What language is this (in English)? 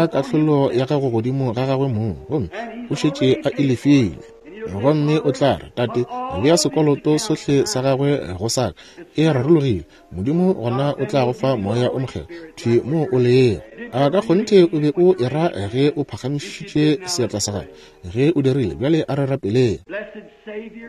Northern Sotho